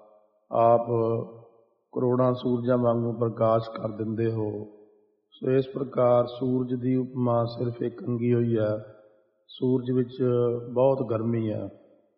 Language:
Punjabi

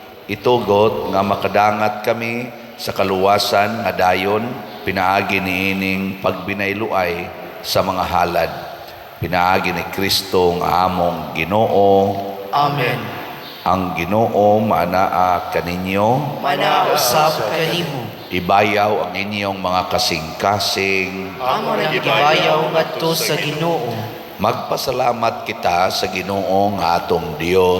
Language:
Cebuano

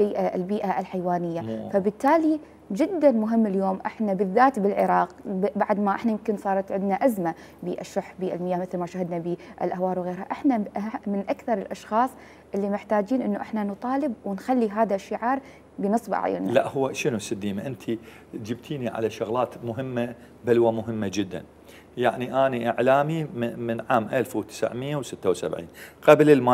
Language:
Mesopotamian Arabic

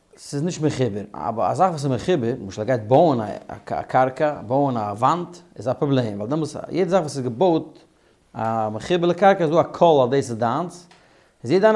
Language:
Yiddish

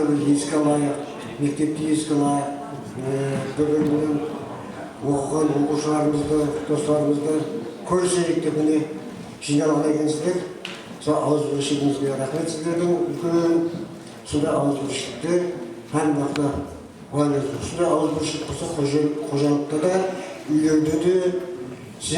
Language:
Kara-Kalpak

